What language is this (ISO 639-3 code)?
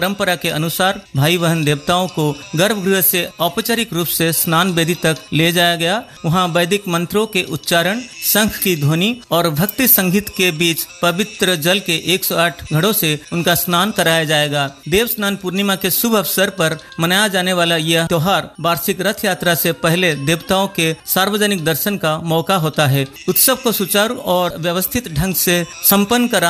hin